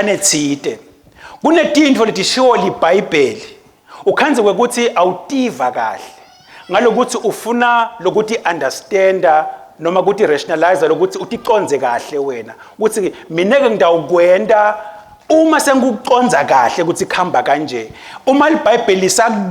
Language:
Swati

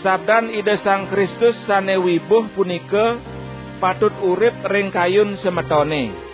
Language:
Balinese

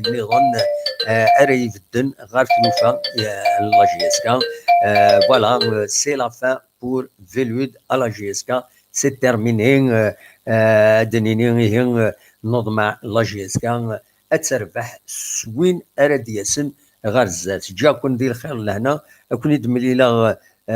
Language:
Kabyle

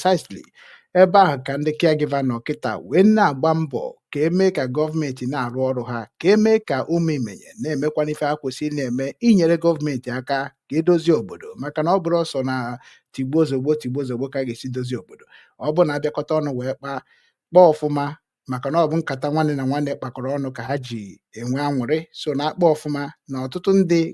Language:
Igbo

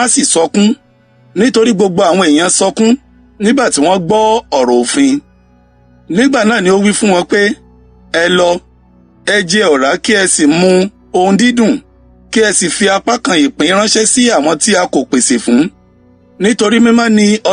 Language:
Yoruba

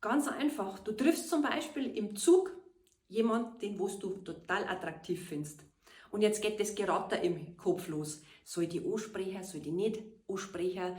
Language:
Bavarian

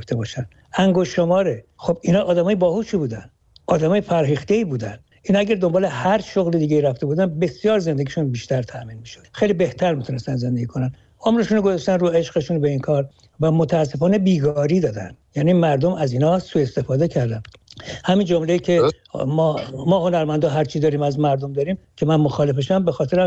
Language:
Persian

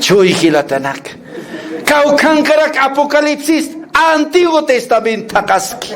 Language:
Aymara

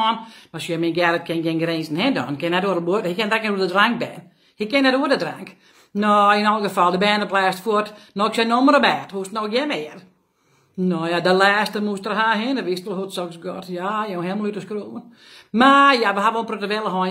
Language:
Western Frisian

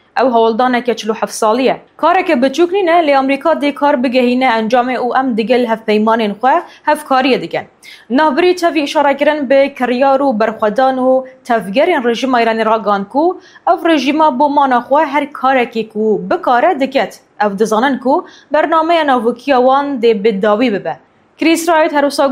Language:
Kurdish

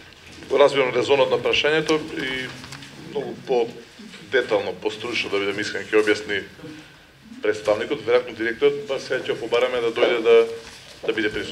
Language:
Macedonian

